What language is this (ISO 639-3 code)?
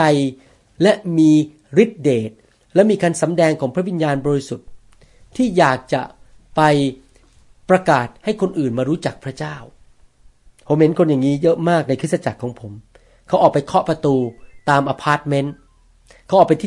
tha